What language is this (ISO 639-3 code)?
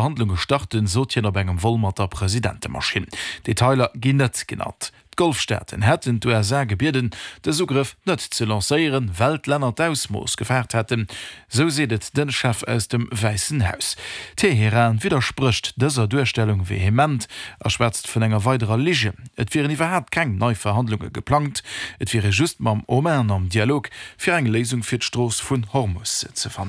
ltz